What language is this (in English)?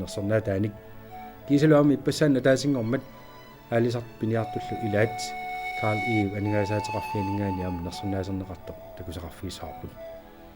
Kalaallisut